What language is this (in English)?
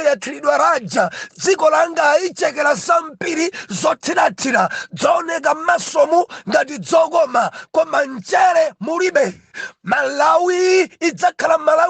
Nyanja